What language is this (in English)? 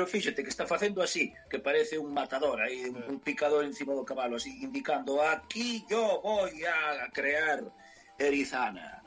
Galician